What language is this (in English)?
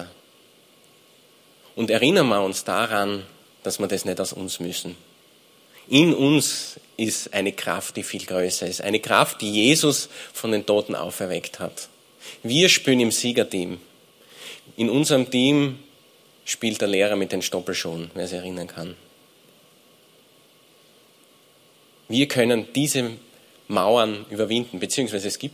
German